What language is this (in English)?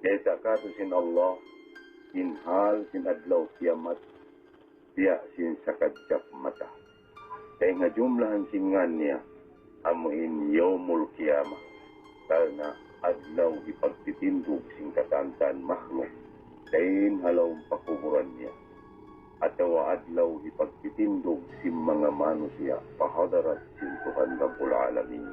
Tausug